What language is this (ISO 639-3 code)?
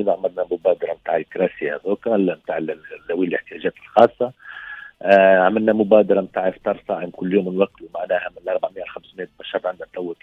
aeb